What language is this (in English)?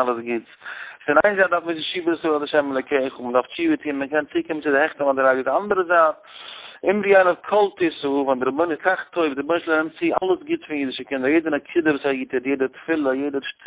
Yiddish